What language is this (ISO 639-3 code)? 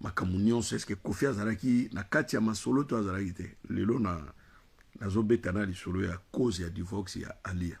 lin